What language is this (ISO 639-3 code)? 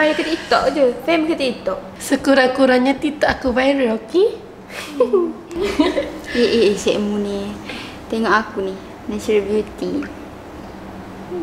msa